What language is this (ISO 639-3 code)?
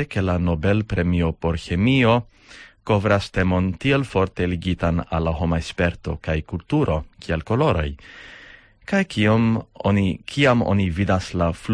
epo